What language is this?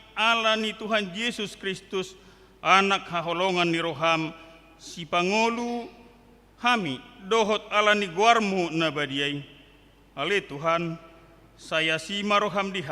Batak Toba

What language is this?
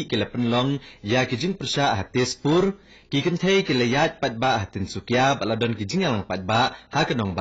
Khasi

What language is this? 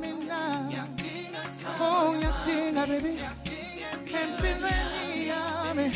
Venda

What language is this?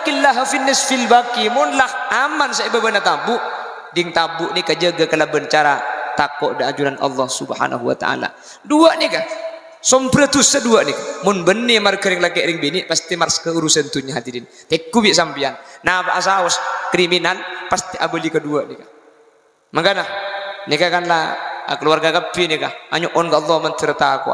Madurese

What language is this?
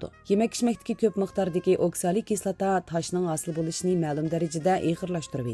Uyghur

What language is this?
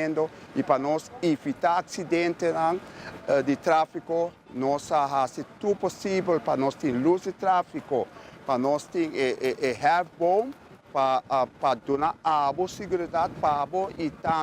Papiamento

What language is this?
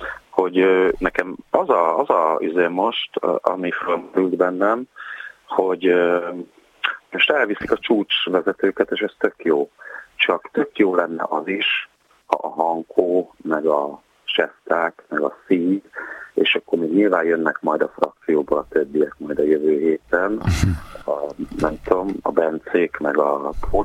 Hungarian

